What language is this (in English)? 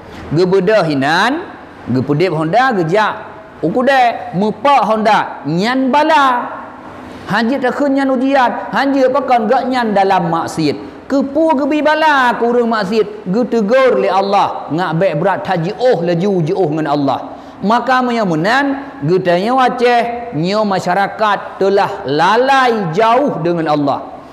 Achinese